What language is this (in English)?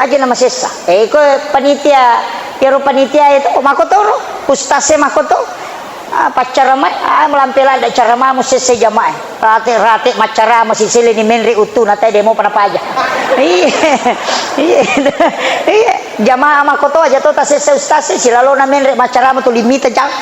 Buginese